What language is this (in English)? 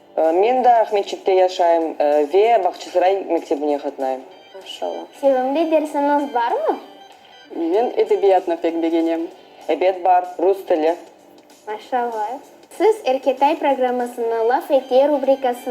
Crimean Tatar